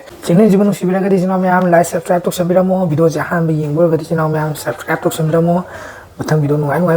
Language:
Manipuri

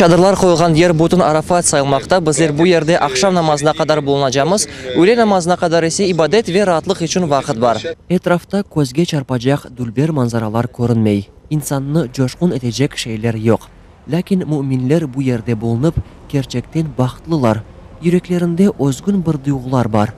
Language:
Crimean Tatar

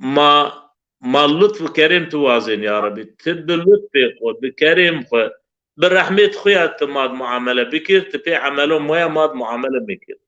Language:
Zaza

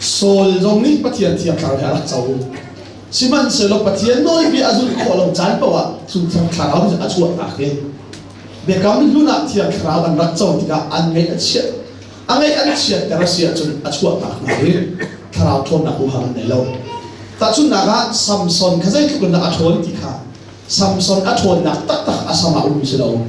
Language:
Hakha Chin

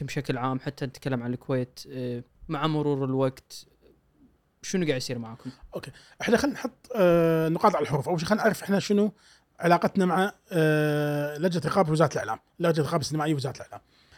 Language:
Gulf Arabic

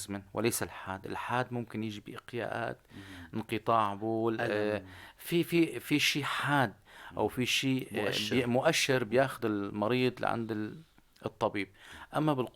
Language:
North Levantine Arabic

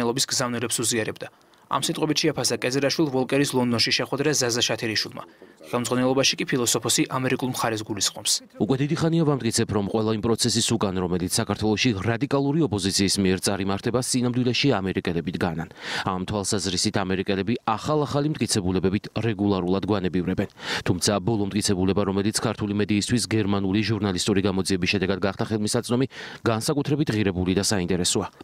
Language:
Georgian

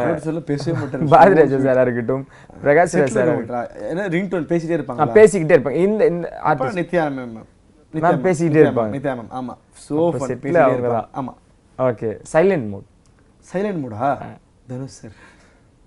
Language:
Tamil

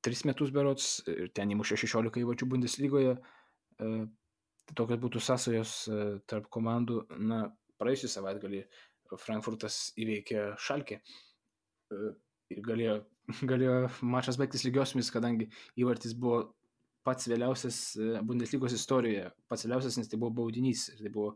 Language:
Lithuanian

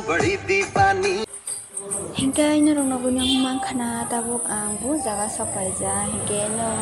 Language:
Kok Borok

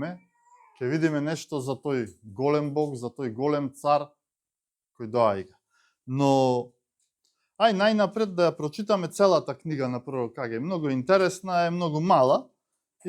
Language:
Macedonian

